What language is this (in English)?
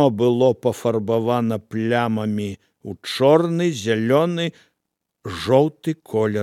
Belarusian